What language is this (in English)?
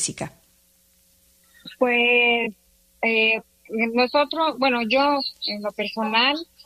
Spanish